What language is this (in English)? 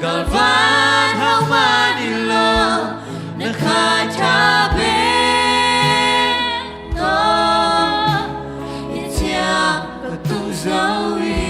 Tedim Chin